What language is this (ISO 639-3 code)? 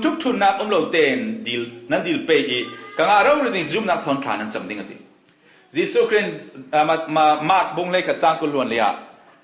cfm